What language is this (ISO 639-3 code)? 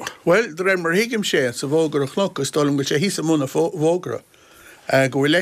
gle